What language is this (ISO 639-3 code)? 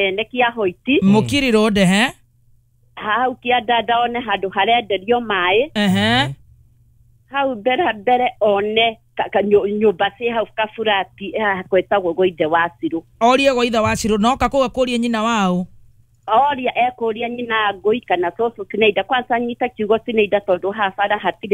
kik